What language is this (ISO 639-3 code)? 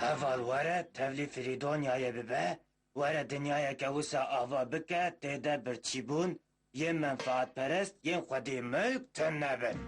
kur